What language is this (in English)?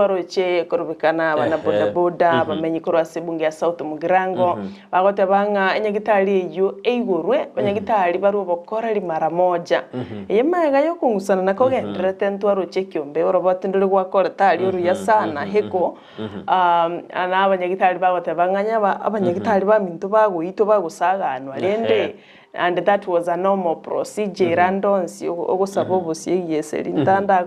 Gusii